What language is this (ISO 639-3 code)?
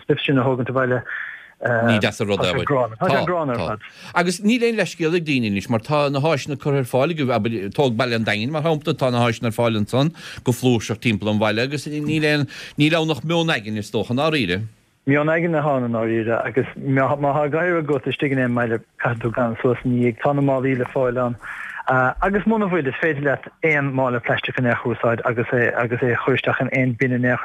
gle